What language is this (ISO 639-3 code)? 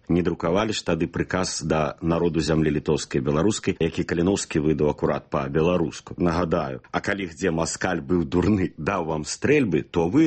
bel